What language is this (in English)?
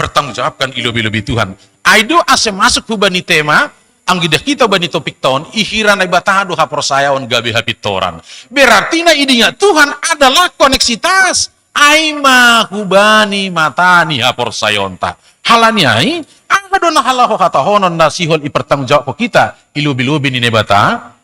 Batak Simalungun